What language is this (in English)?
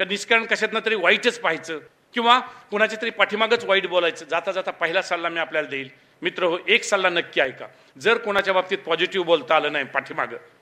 Marathi